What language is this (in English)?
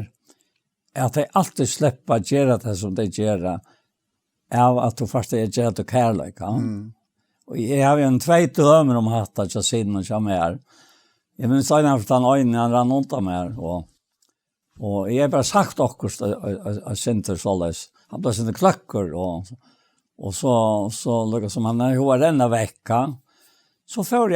Faroese